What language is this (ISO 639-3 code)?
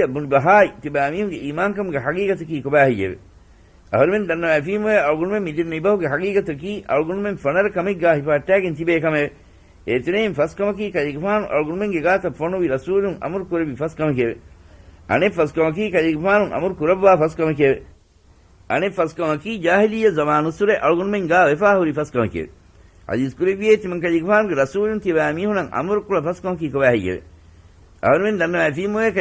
div